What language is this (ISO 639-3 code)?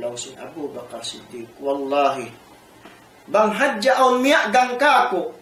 tsg